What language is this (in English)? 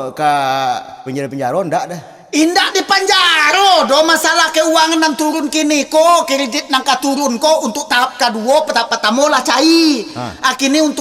Minangkabau